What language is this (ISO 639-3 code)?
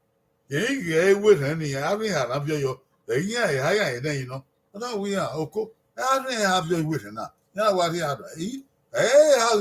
bin